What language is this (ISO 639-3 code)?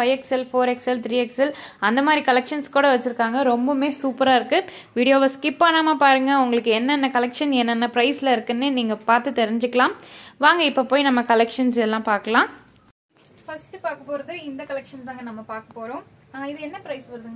tam